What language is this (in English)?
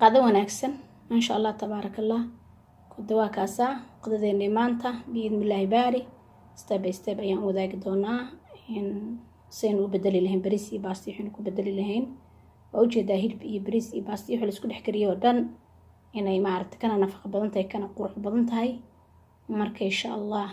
Somali